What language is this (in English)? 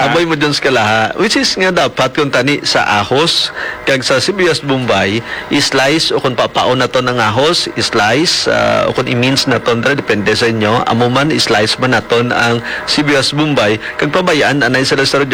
Hiligaynon